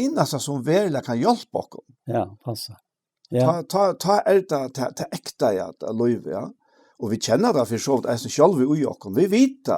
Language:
Faroese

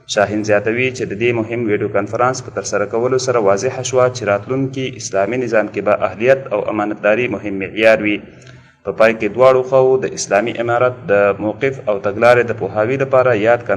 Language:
Pashto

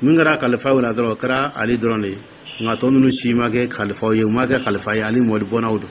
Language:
Dyula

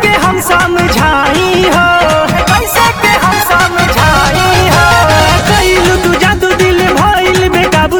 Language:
Bhojpuri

